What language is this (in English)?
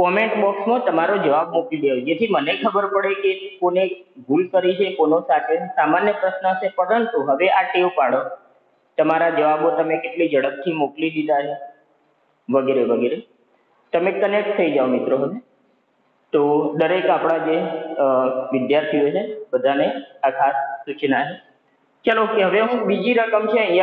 Gujarati